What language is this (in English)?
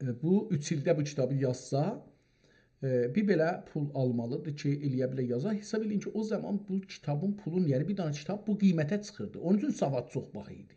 South Azerbaijani